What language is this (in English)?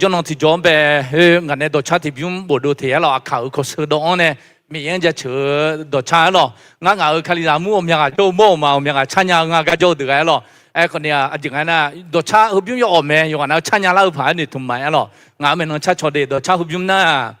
Akha